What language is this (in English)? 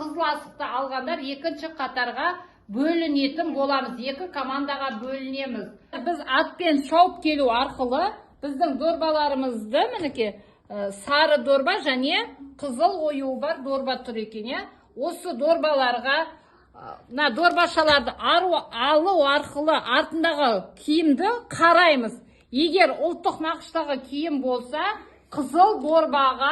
Kazakh